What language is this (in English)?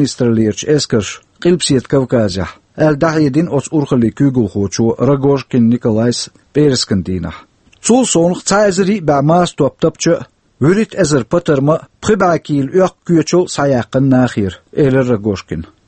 Chechen